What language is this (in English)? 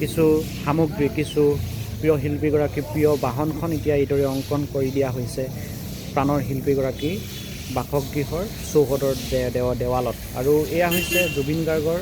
Assamese